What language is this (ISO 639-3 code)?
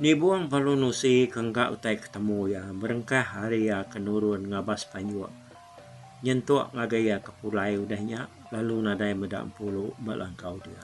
iba